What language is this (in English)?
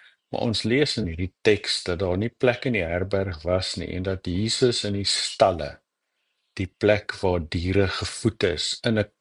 Afrikaans